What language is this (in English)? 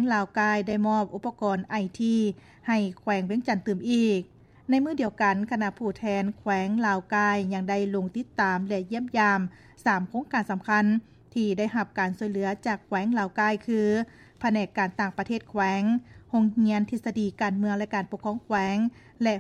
Lao